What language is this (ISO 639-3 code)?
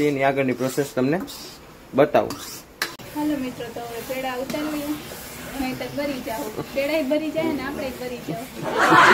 guj